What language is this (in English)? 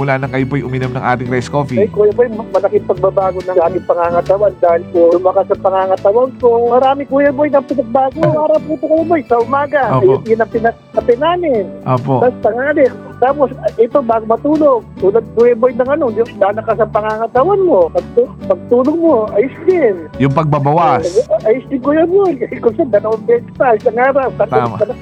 Filipino